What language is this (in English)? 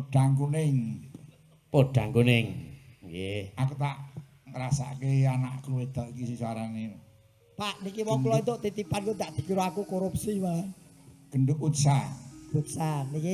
Javanese